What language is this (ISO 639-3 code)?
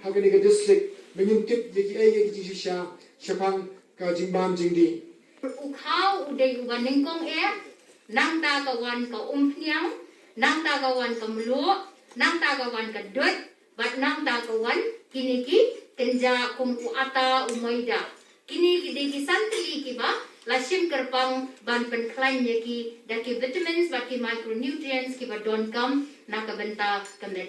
kha